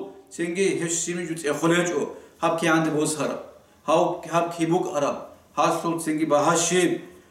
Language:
Avaric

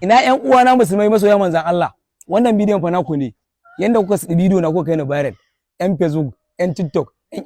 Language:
Hausa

